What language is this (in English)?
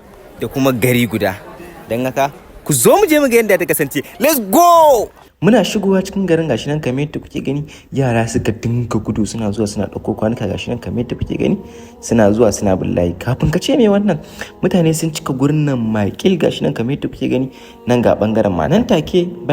Hausa